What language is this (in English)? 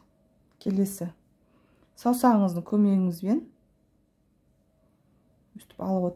Kazakh